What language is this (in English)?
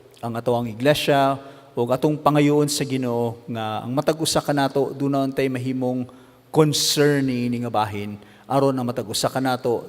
Cebuano